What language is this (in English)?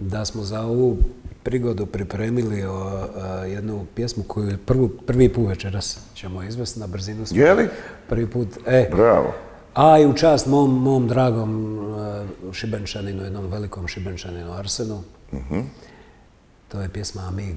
Croatian